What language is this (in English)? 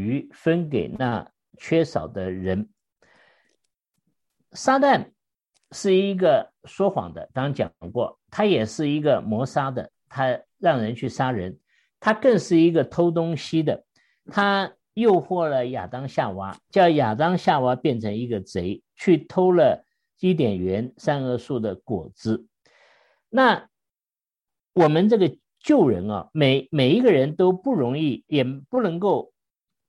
Chinese